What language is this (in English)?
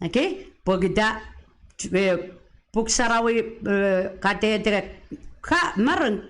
Pohnpeian